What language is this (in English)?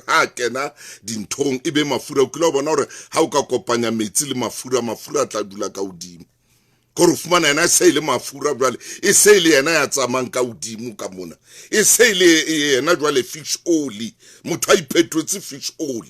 Southern Sotho